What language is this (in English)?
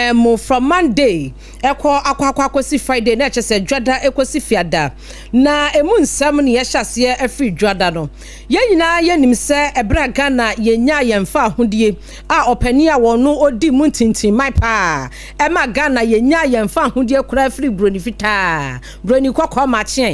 Akan